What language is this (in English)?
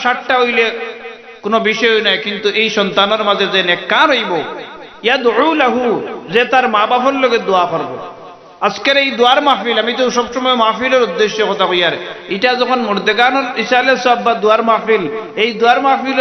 Sylheti